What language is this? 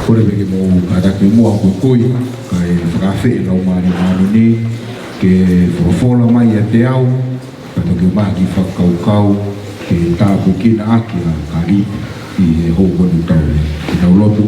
Tongan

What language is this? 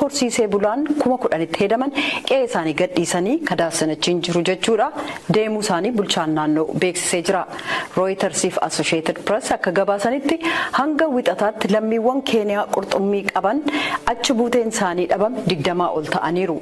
Oromo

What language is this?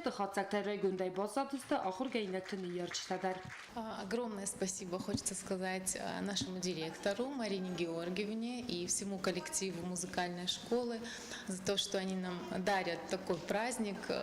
Ossetic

